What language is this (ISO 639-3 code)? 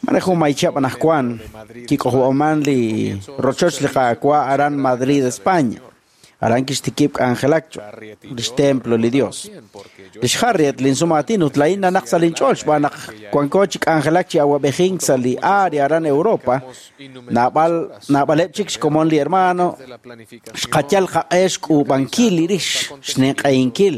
kek